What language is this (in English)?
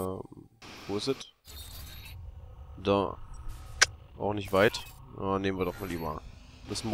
German